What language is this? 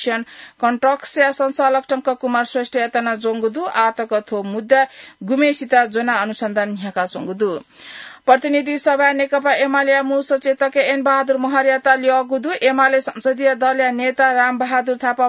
Newari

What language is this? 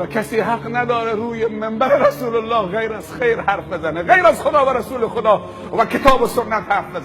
Persian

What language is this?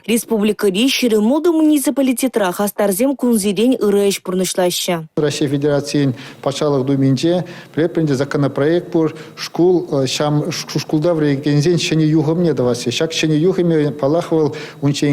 Chuvash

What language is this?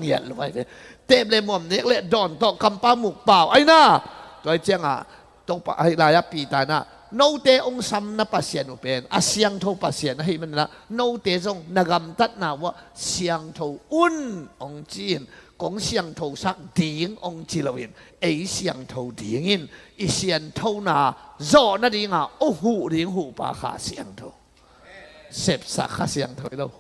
Tedim Chin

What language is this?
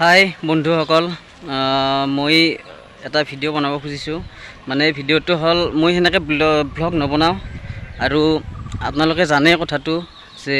Assamese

